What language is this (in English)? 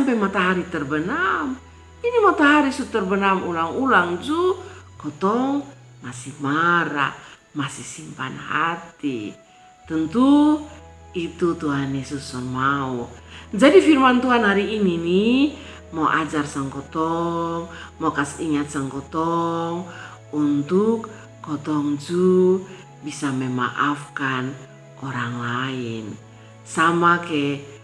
Kupang Malay